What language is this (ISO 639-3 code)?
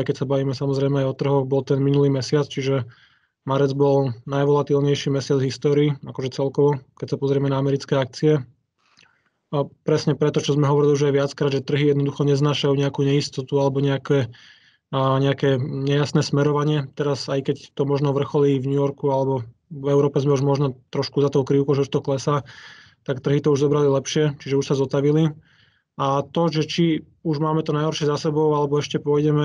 slk